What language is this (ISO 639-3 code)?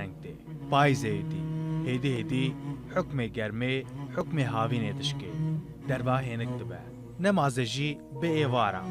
kur